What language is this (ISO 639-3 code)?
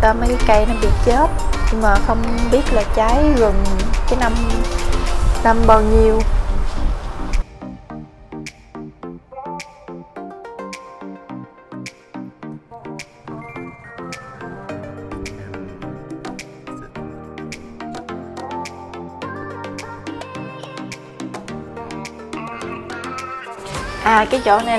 vie